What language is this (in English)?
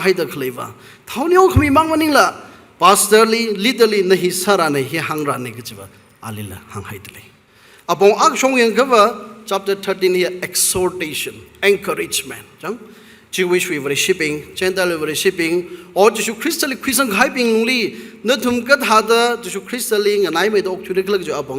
Tangkhul Naga (India)